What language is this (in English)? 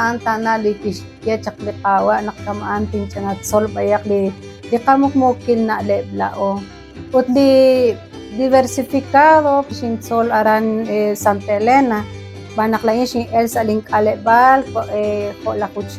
Kekchí